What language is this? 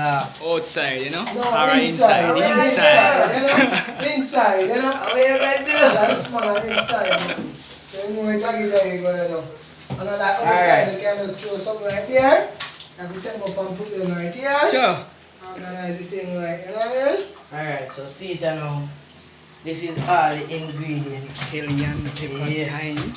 Jamaican Creole English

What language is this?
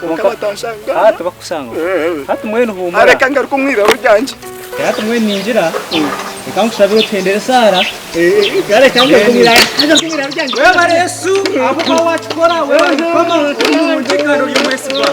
Nyankole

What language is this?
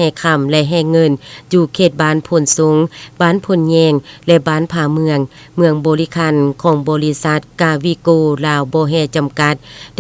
Lao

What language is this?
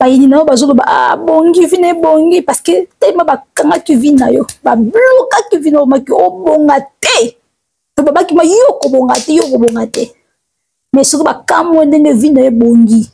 Lingala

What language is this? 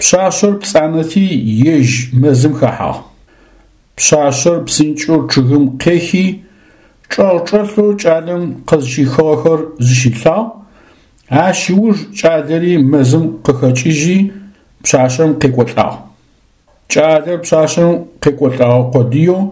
Adyghe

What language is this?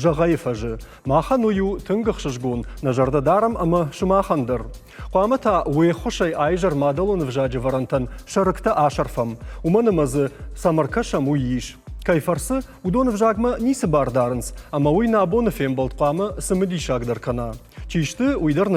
Ossetic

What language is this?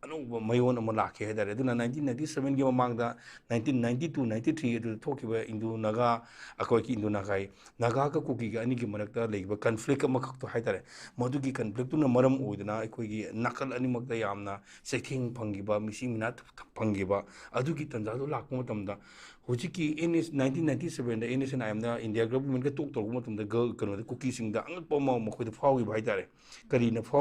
Manipuri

